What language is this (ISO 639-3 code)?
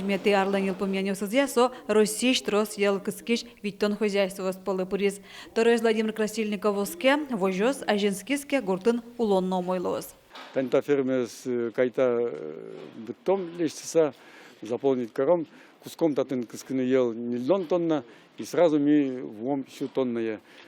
udm